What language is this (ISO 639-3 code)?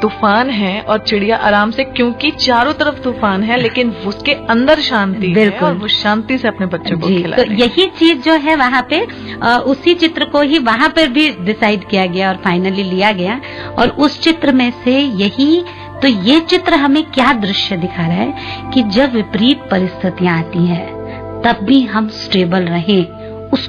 hin